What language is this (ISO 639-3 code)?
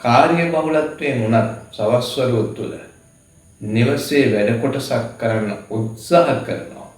sin